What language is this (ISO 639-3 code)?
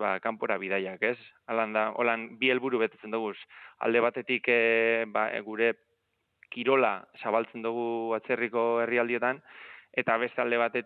eus